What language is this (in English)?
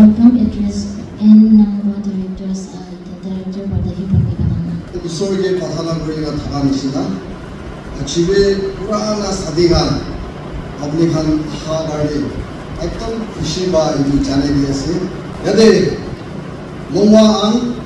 Naga Pidgin